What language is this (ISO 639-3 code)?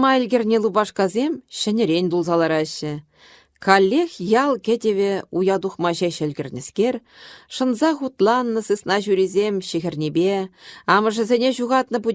chv